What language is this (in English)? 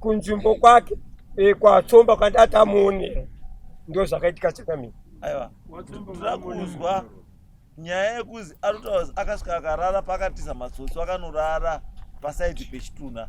Shona